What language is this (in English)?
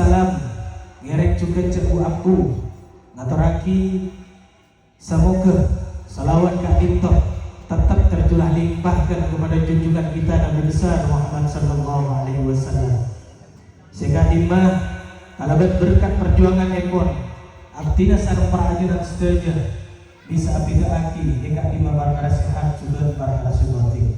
Madurese